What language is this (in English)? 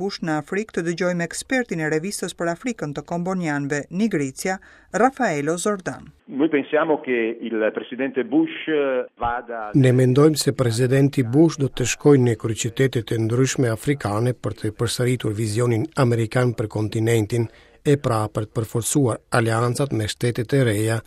Albanian